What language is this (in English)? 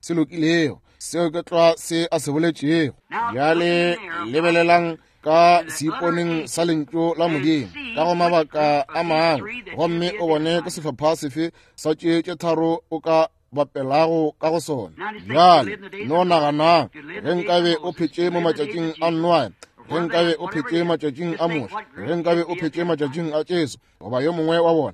Northern Sotho